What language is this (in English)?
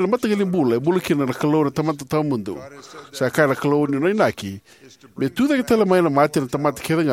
Fijian